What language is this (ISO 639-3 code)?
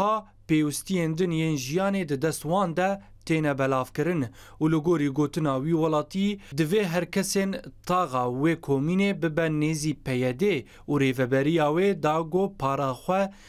kur